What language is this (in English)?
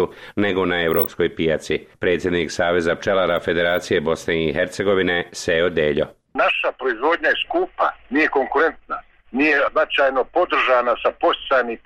Bosnian